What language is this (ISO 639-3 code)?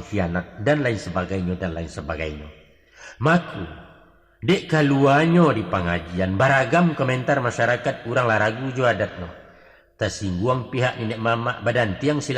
min